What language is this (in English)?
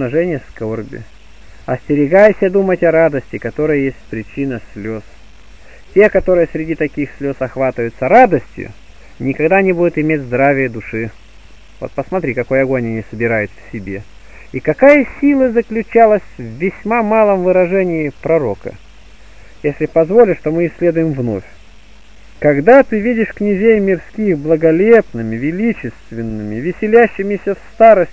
Russian